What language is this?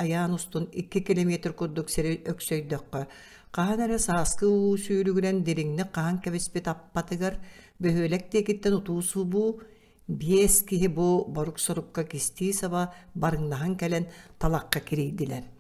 Yakut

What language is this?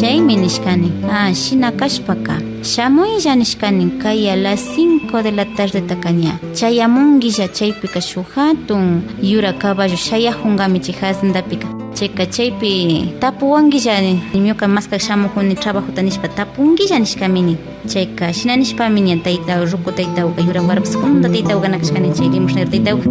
Imbabura Highland Quichua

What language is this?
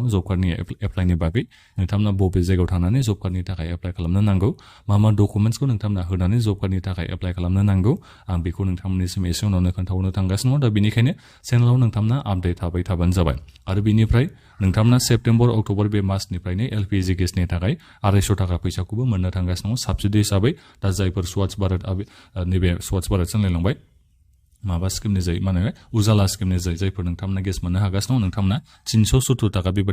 Bodo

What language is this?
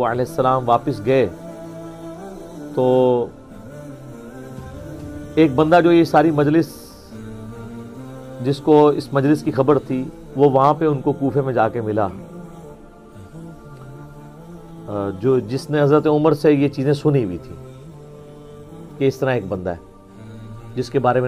Urdu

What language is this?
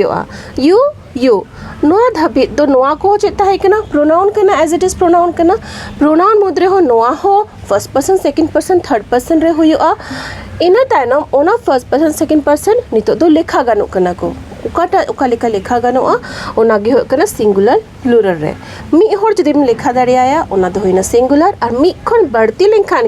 Santali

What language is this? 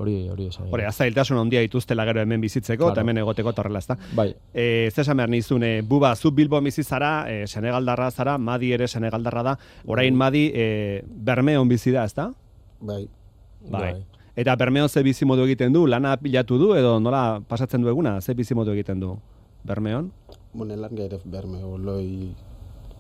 Basque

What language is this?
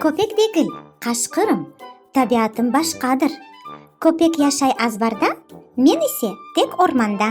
Crimean Tatar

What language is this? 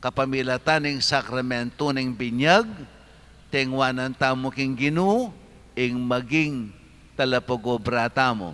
Pampanga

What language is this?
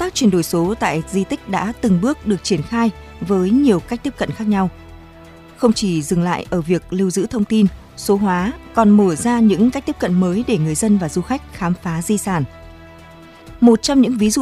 Vietnamese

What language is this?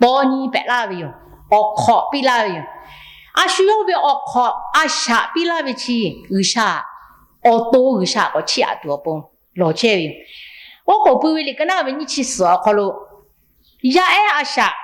Lahu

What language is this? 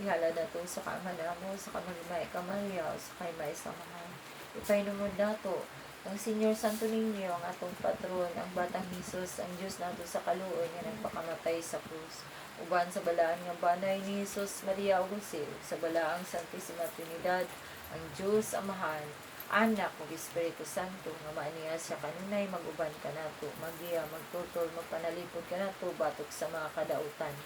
Cebuano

